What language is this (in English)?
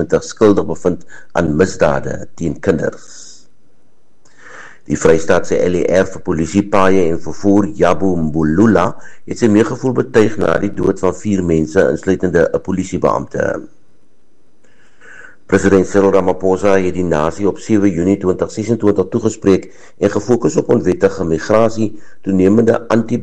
Afrikaans